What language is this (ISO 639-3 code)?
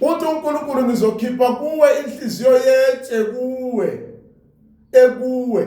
zul